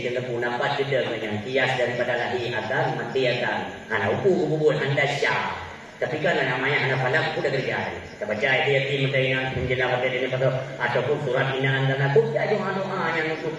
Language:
Achinese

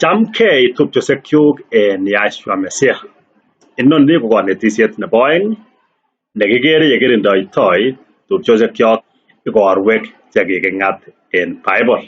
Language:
Kalenjin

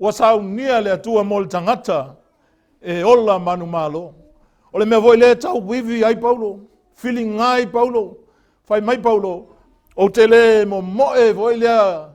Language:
Samoan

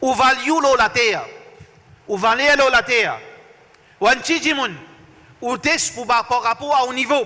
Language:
Morisyen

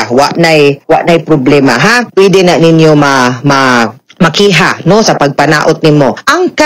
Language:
Cebuano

